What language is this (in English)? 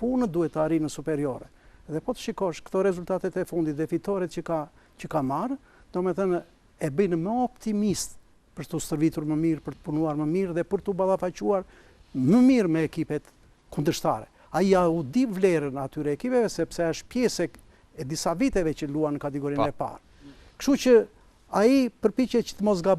Albanian